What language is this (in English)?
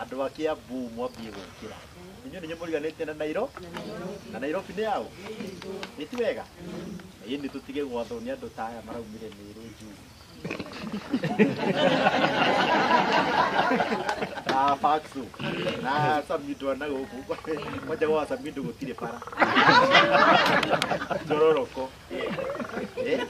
Kikuyu